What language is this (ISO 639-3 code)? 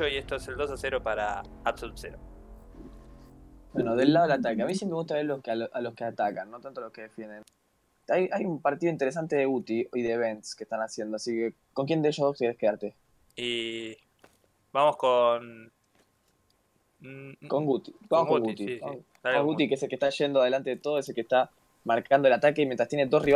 spa